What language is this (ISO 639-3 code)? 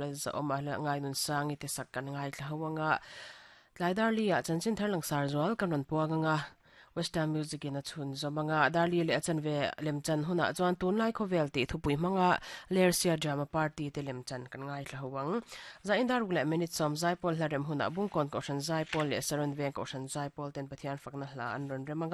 lus